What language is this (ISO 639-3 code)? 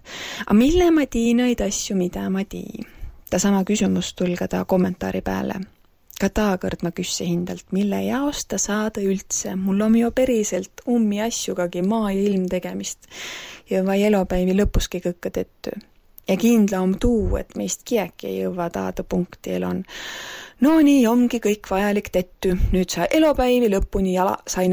est